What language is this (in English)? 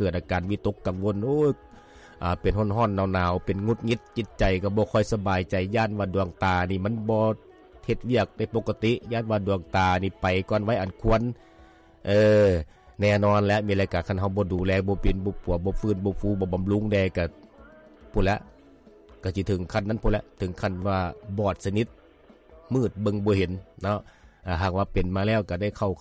Lao